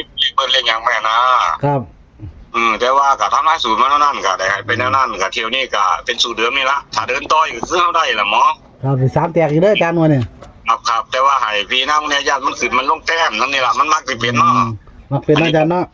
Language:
Northeastern Thai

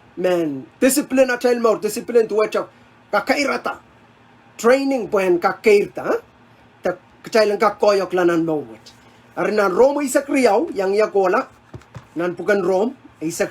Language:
Pohnpeian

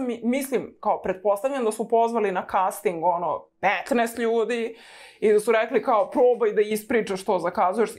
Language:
Serbian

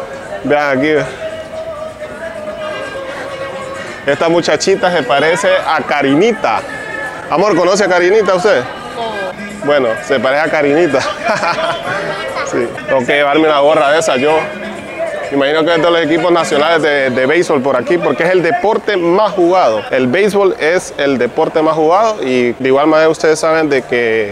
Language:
Spanish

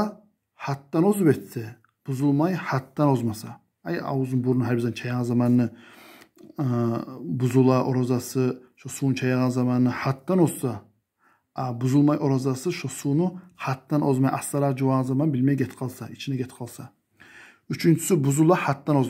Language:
Kumyk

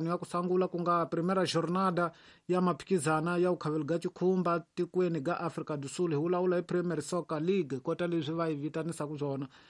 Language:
Tsonga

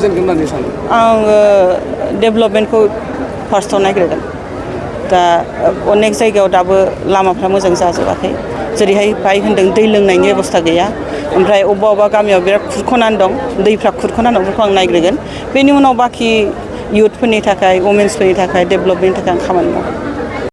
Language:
Bodo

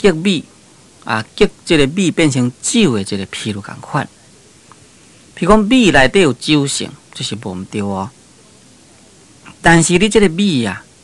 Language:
Min Nan Chinese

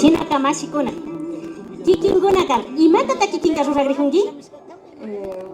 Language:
Imbabura Highland Quichua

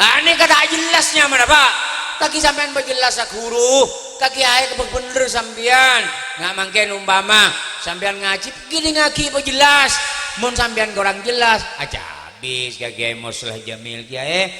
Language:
Madurese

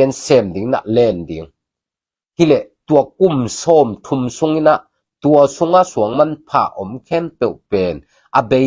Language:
Tedim Chin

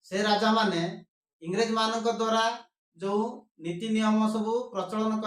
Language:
Odia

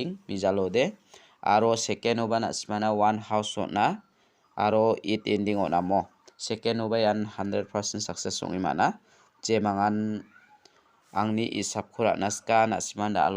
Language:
Garo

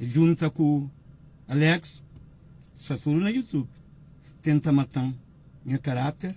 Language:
Kabuverdianu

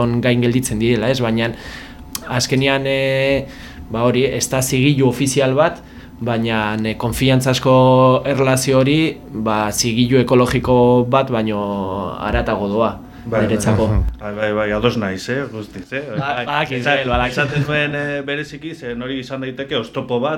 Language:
Basque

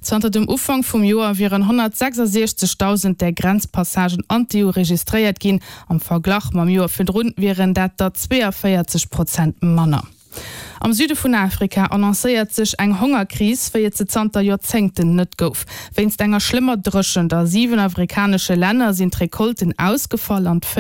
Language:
Luxembourgish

